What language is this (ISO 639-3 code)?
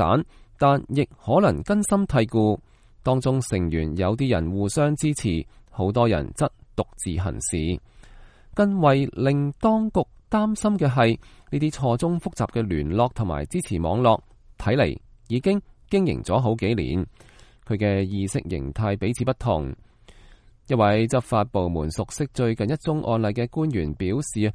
yue